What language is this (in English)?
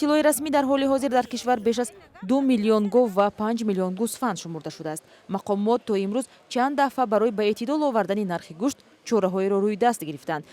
Tajik